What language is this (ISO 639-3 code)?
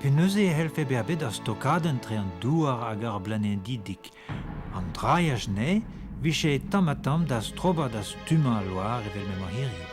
bre